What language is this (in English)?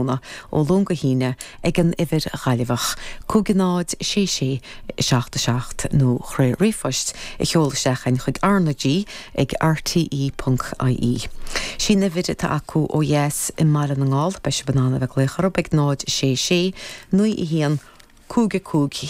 Irish